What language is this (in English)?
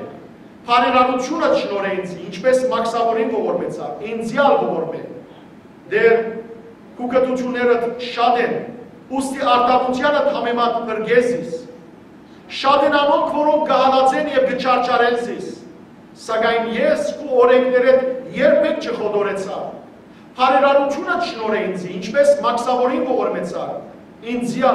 Western Armenian